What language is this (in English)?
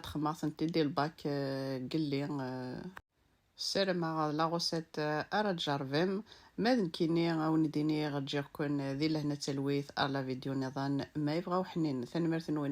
Kabyle